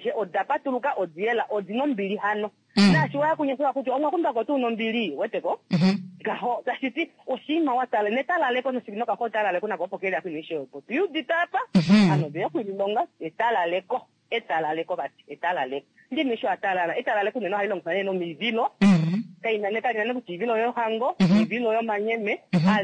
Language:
Kuanyama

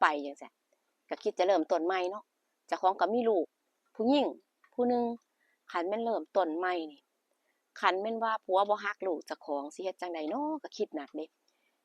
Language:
Northeastern Thai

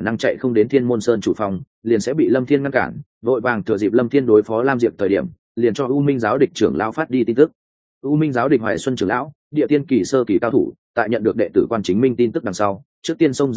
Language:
Vietnamese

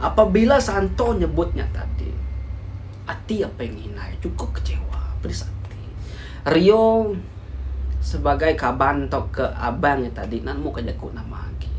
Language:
Iban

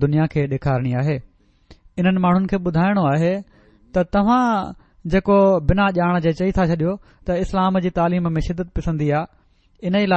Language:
Sindhi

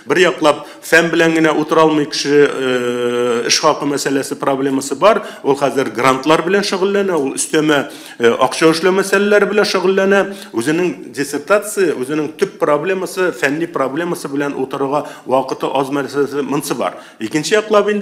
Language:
Tatar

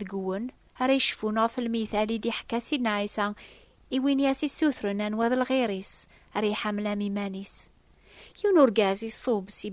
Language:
Kabyle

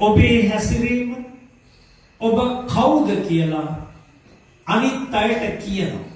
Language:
Sinhala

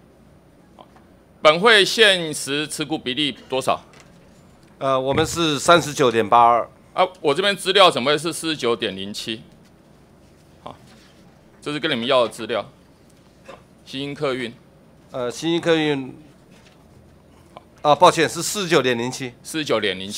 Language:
Chinese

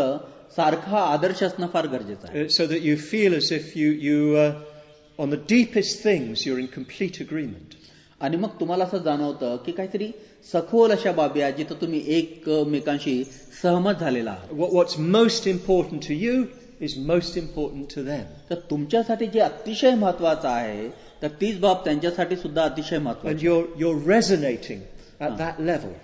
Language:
Marathi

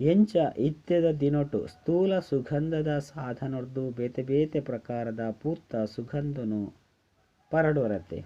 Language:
Tulu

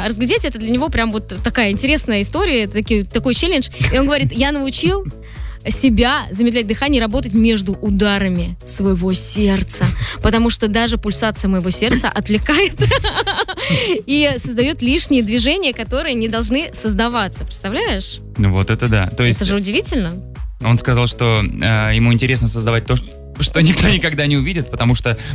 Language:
Russian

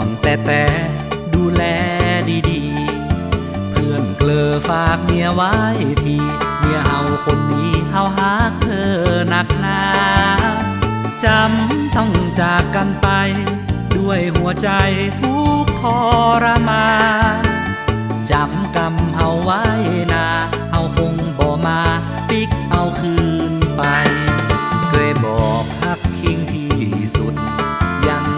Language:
Northern Thai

